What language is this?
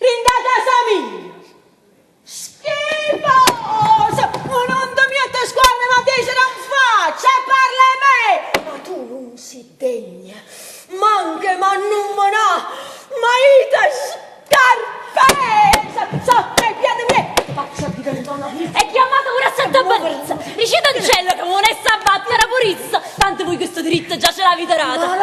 Neapolitan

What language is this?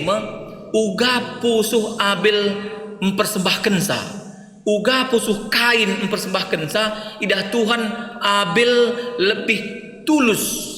Batak Karo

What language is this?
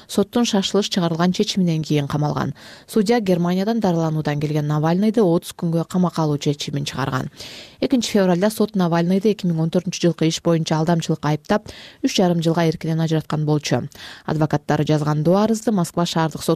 Kyrgyz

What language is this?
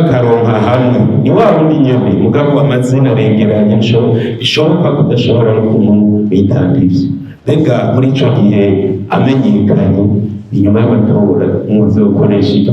Rundi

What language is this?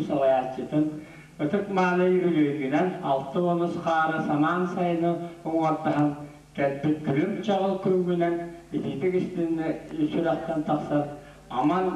Yakut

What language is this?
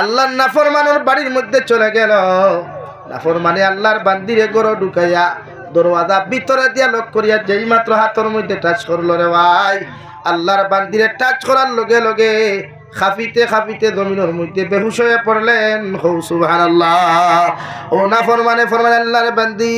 Sylheti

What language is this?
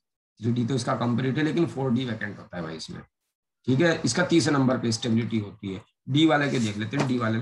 Hindi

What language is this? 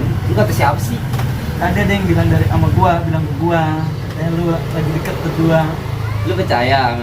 Betawi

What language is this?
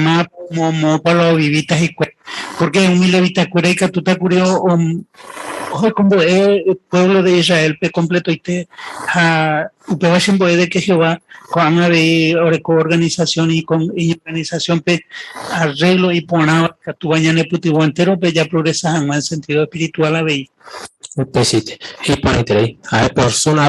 Guarani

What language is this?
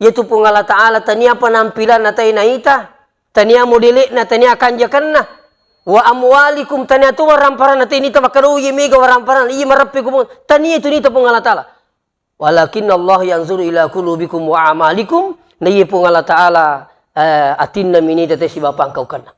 Buginese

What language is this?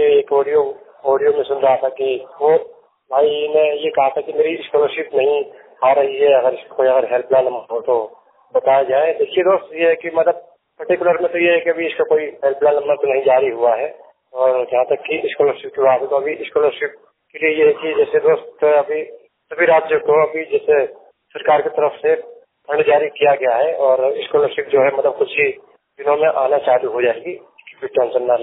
Hindi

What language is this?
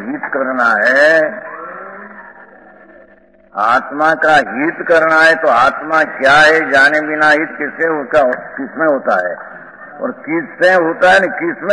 Hindi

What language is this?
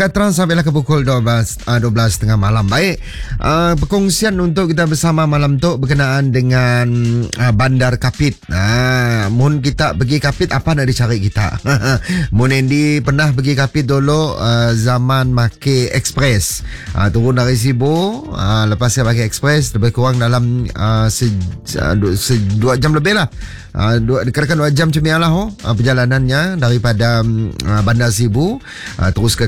Malay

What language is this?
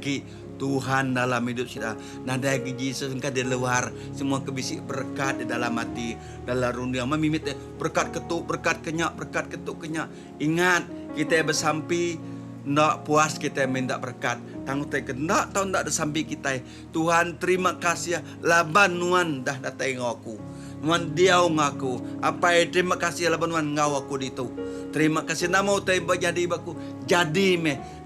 Iban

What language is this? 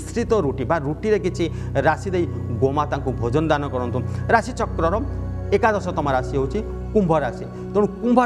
Odia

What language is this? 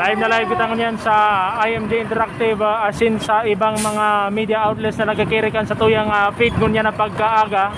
Bikol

